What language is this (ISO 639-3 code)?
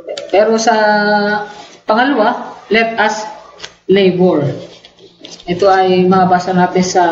fil